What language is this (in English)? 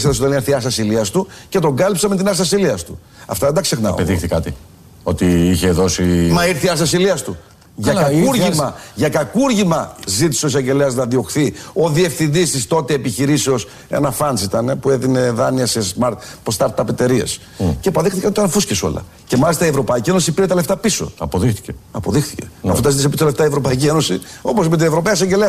Greek